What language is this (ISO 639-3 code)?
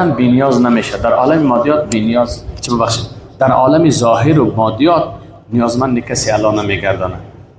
fas